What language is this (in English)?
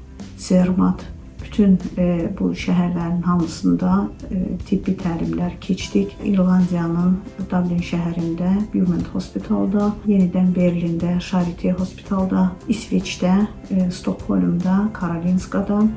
Azerbaijani